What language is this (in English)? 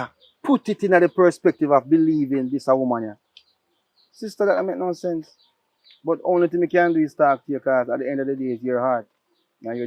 Jamaican Creole English